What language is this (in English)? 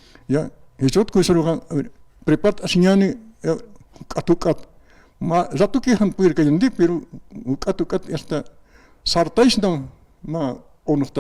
Aymara